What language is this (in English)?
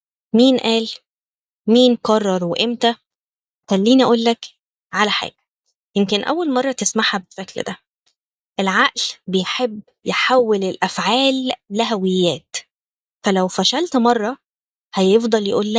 Egyptian Arabic